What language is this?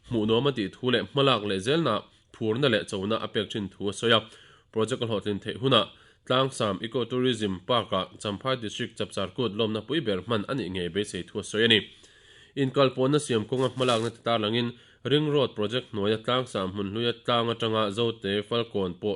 Mizo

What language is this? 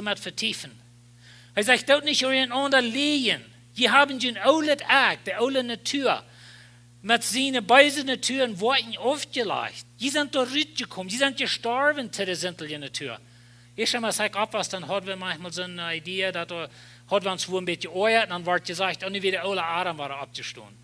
Plautdietsch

